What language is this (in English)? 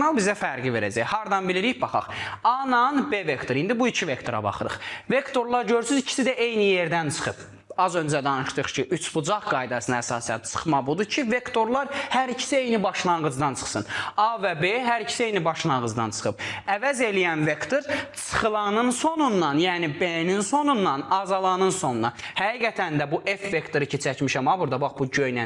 Azerbaijani